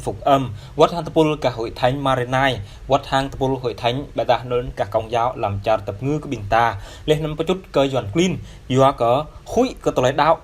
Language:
Jarai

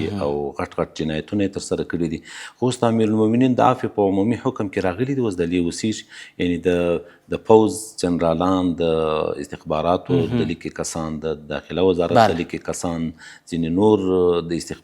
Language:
Pashto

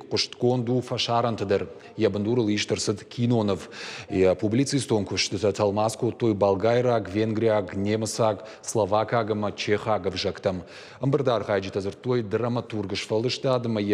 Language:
Ossetic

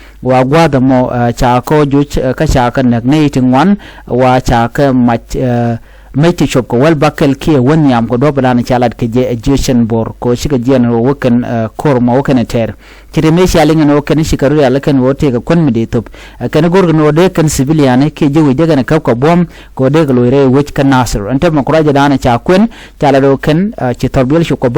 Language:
Nuer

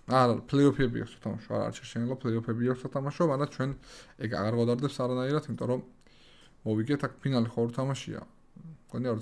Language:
Georgian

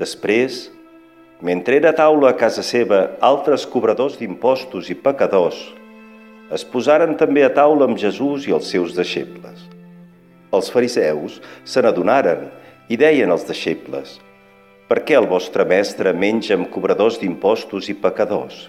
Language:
Catalan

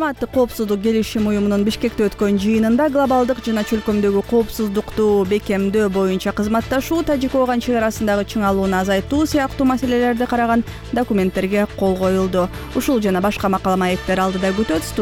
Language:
Kyrgyz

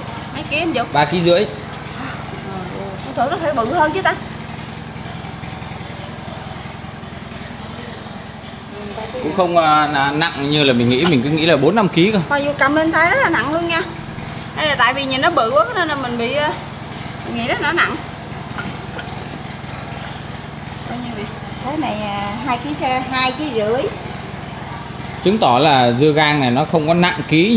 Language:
Vietnamese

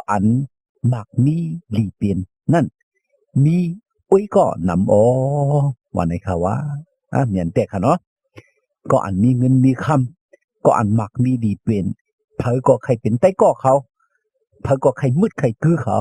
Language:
Shan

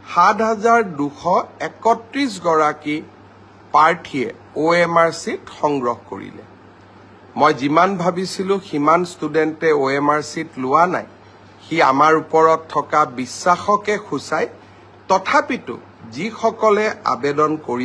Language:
Assamese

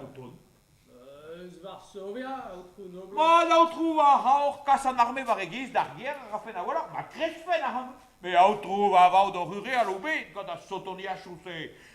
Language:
Breton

